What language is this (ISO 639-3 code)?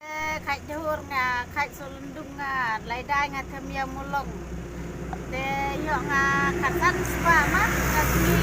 kha